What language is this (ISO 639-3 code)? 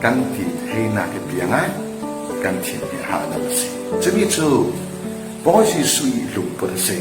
cfm